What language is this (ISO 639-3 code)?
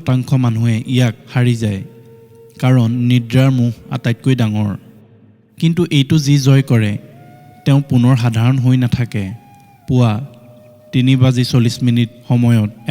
asm